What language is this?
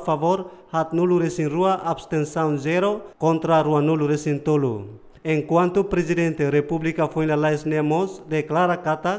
Tetum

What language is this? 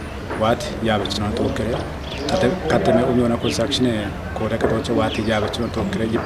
Kafa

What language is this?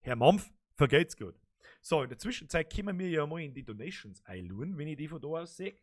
Bavarian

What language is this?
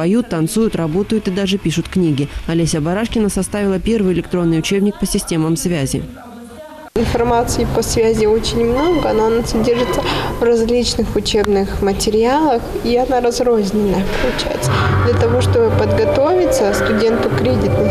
Russian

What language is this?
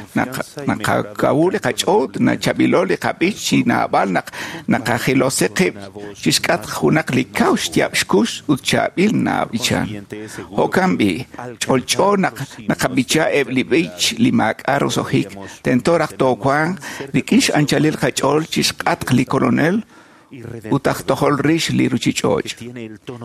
Kekchí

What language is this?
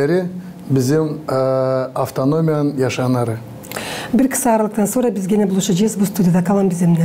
Gagauz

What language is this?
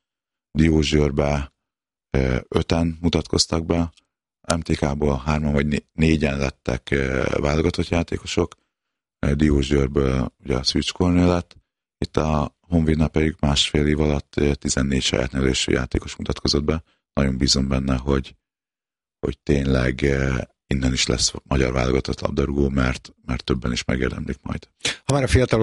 Hungarian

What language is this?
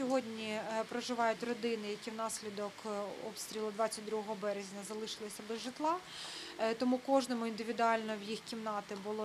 Ukrainian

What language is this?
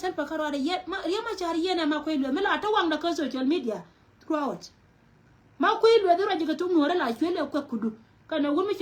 Nuer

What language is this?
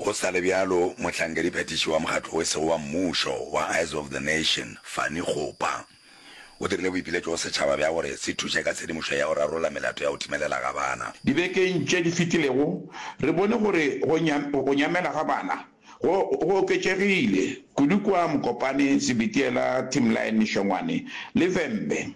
Northern Sotho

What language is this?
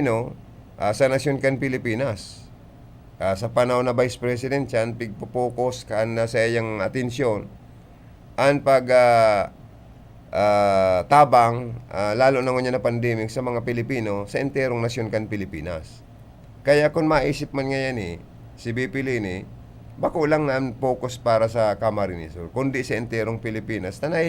Bikol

